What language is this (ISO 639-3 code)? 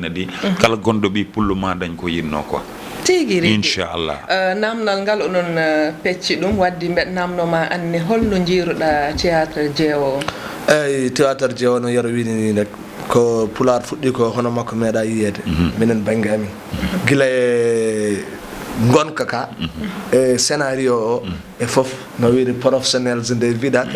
ful